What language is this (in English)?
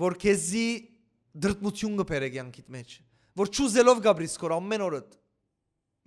Western Armenian